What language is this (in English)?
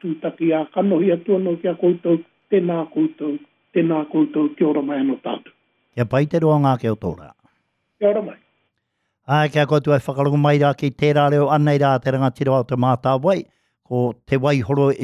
Māori